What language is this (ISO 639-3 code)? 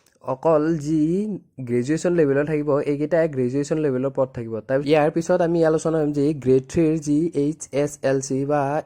asm